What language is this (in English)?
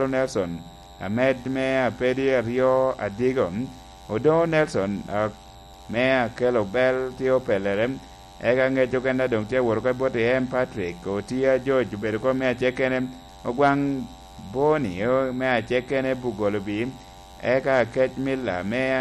Lango (Uganda)